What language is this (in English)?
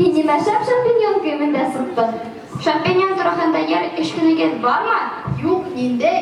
Bashkir